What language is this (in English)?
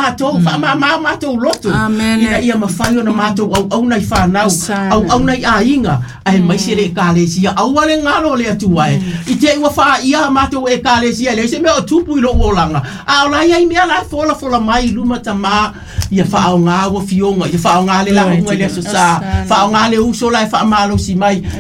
Samoan